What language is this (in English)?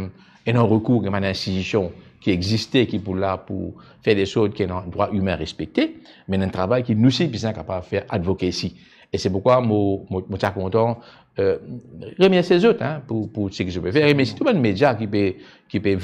Morisyen